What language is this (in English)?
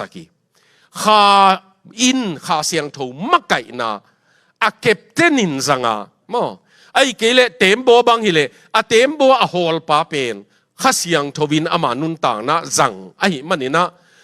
Tedim Chin